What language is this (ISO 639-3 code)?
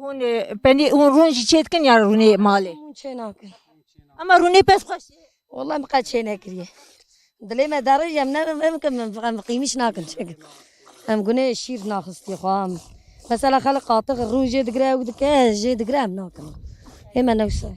kur